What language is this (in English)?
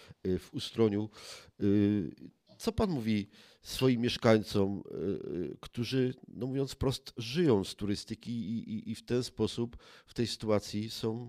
Polish